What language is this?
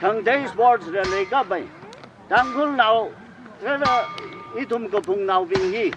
Tangkhul Naga (India)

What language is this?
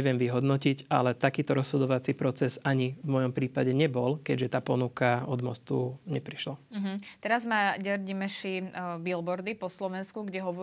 Slovak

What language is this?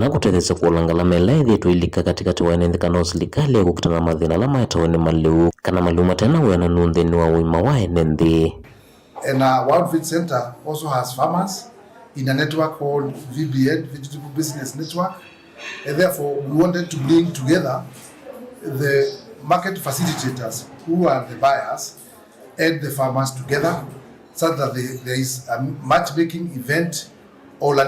Kamba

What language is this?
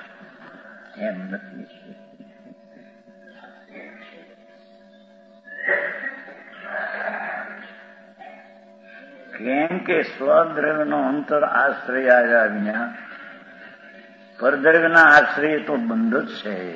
Gujarati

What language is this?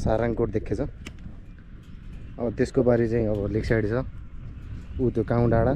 Nepali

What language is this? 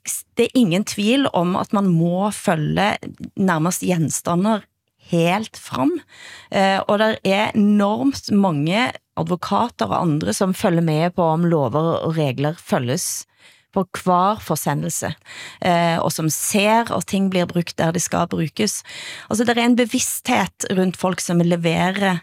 Norwegian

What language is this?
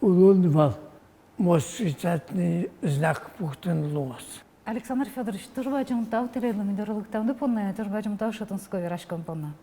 Udmurt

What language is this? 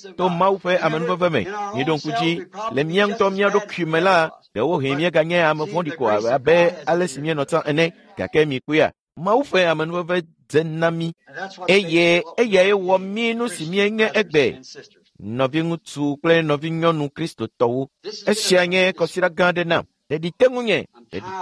Ewe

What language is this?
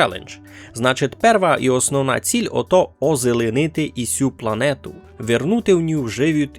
Rusyn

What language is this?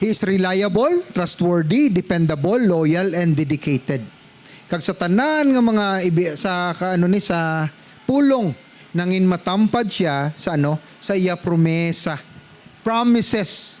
Hiligaynon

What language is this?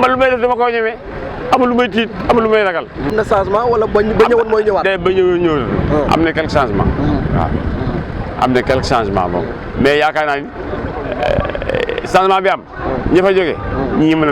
Wolof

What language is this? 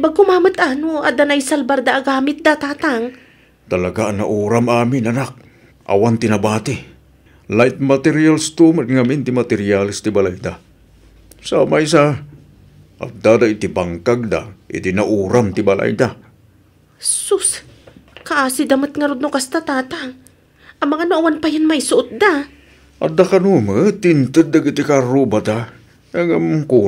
Iloko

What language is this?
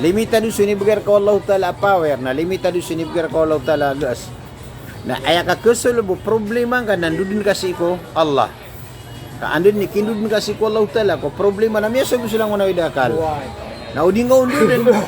Maranao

